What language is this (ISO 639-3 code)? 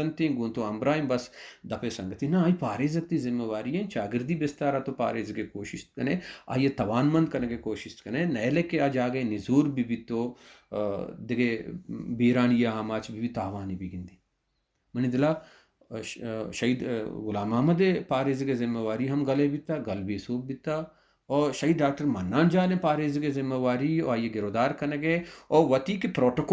bal